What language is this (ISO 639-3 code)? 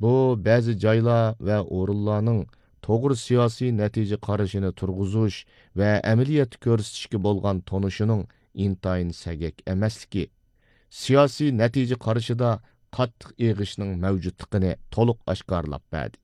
uig